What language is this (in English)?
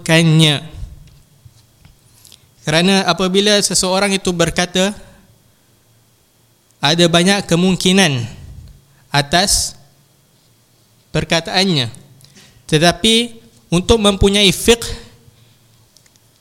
Malay